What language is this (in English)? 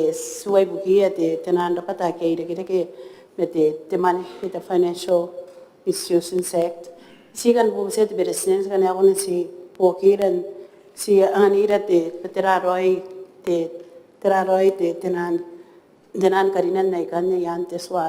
Gilbertese